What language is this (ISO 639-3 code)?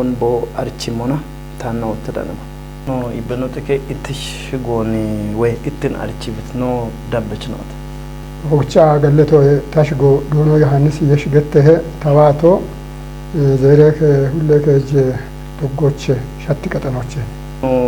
kbr